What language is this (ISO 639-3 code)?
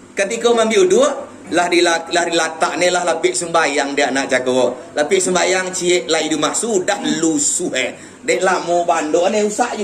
min